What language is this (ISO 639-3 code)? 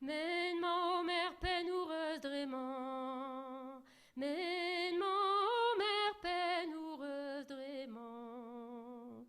bre